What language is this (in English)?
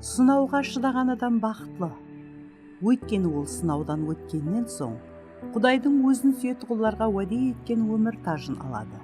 Kara-Kalpak